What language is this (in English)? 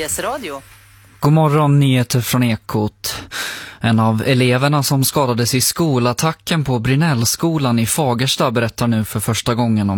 Swedish